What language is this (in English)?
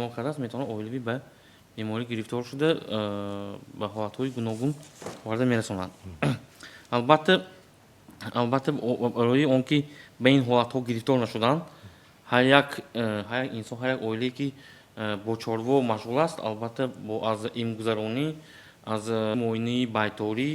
Tajik